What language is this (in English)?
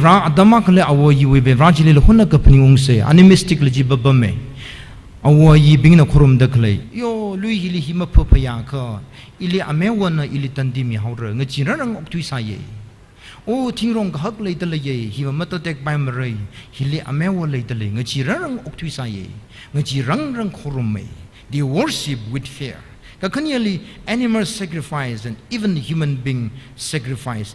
Tangkhul Naga (India)